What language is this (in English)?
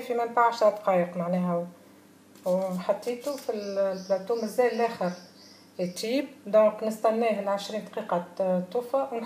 Tunisian Arabic